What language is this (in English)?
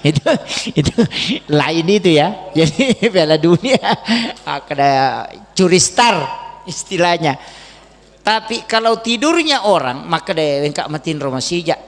Buginese